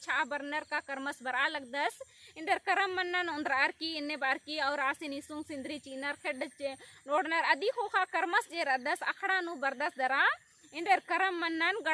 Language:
Kurukh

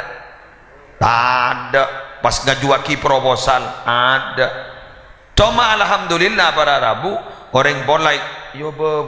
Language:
Madurese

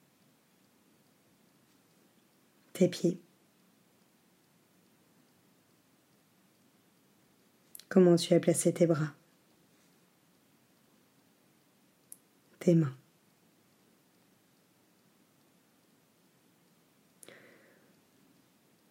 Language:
French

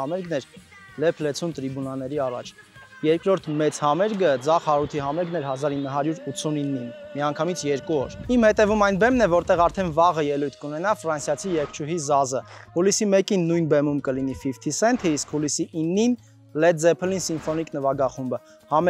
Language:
Armenian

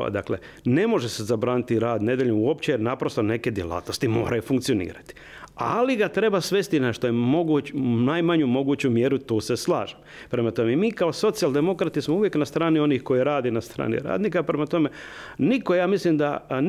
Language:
Croatian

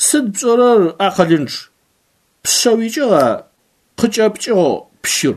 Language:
Adyghe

